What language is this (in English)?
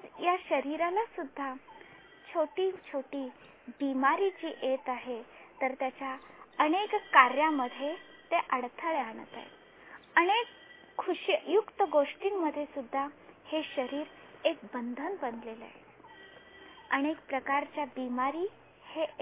Marathi